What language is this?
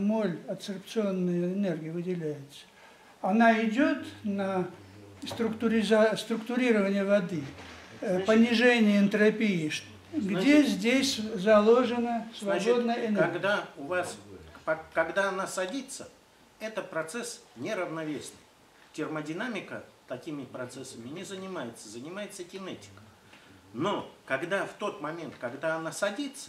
Russian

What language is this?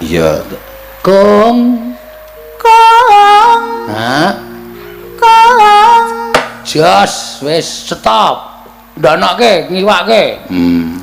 Javanese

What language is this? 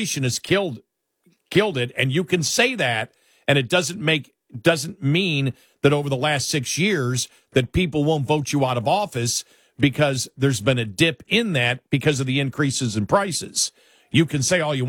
English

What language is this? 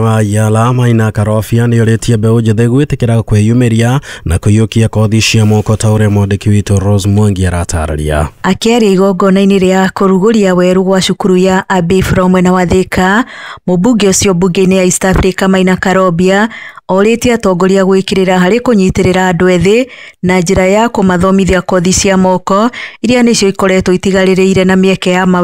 Kikuyu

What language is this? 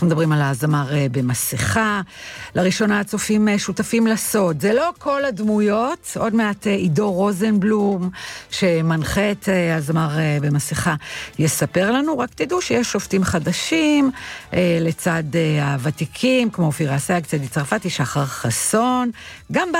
Hebrew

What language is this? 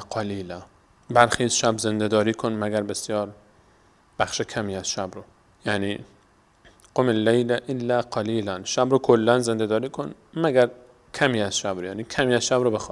Persian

